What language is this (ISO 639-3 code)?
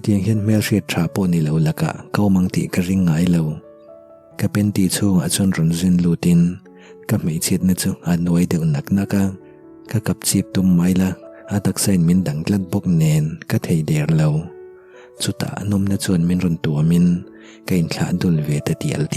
lus